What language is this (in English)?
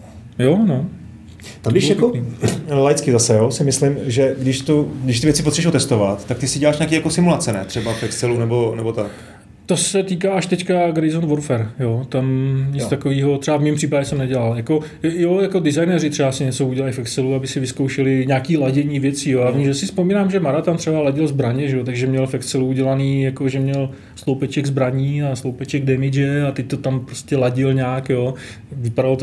Czech